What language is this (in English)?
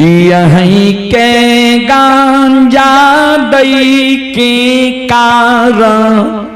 Maithili